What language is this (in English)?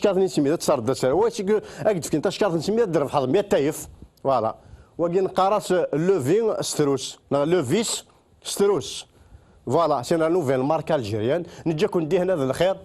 Kabyle